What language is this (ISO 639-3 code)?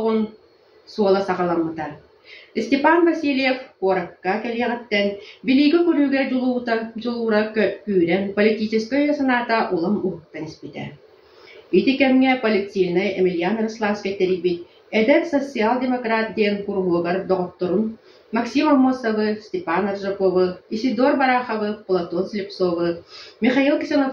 sah